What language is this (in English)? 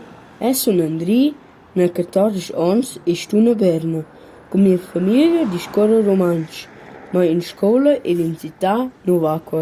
Romansh